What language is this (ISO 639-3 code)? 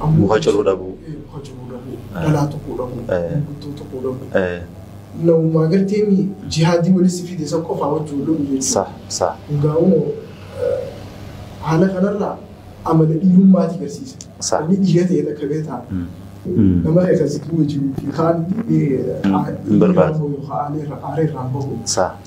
orm